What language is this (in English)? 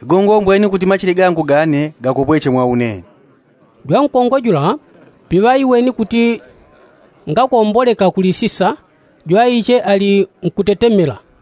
Yao